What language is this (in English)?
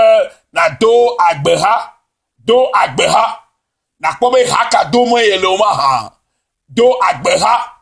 Ewe